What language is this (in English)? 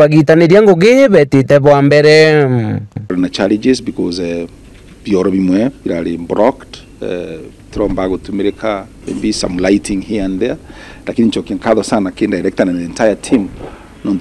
Meru